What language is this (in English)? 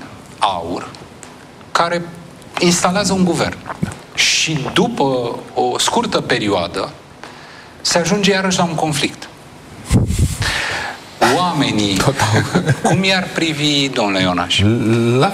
Romanian